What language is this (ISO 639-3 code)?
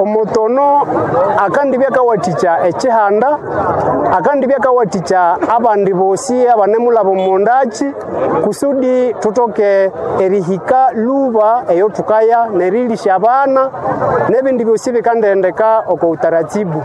nnb